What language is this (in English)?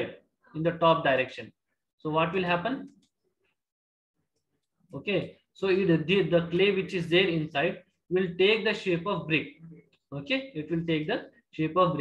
English